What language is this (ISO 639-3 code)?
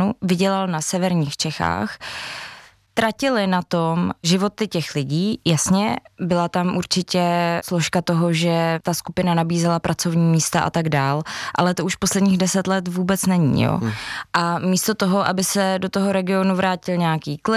ces